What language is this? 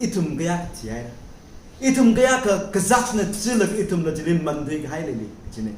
Tangkhul Naga (India)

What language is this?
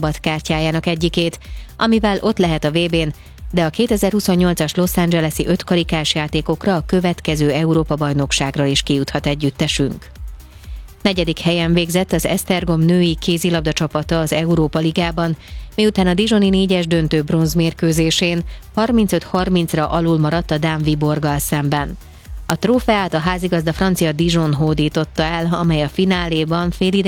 Hungarian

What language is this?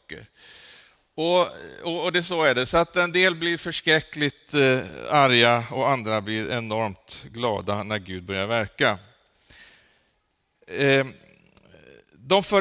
Swedish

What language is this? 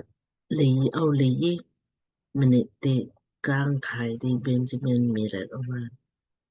Lamkang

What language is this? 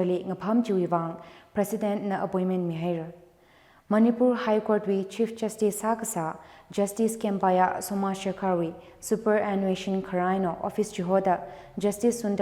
Tangkhul Naga (India)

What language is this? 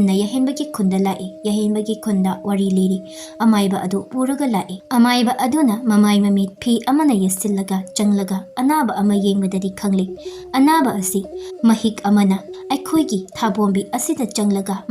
Manipuri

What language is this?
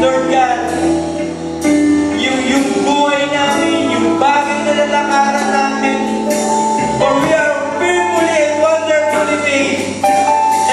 Filipino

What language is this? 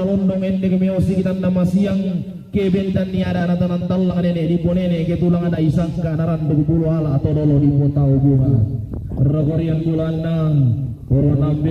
Toraja-Sa'dan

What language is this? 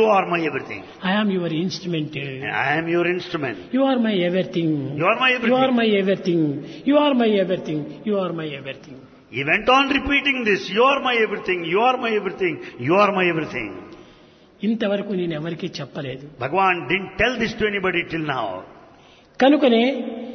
Telugu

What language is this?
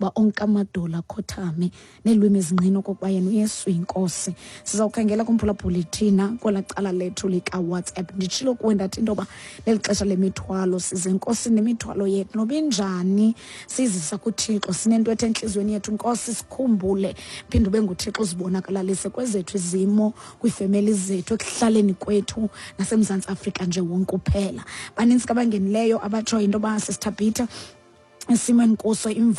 Xhosa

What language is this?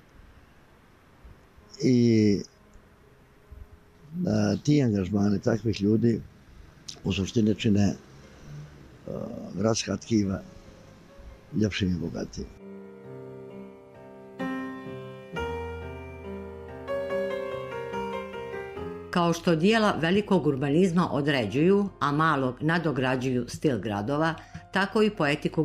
Bosnian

